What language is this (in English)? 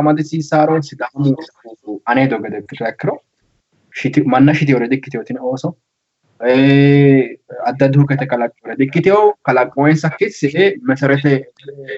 Sidamo